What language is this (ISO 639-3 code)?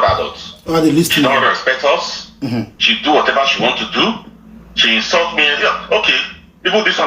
pcm